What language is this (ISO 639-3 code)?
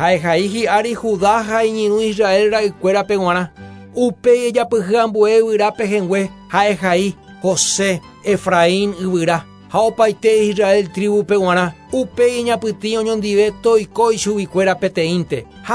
grn